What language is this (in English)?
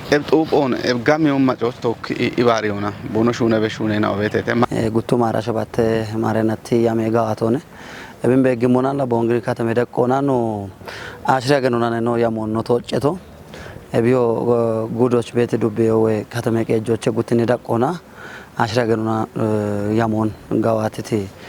Kafa